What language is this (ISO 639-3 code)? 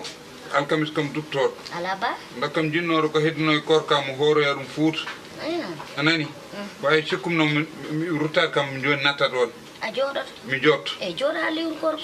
ful